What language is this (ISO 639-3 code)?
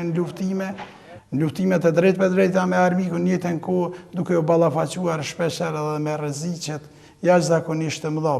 sqi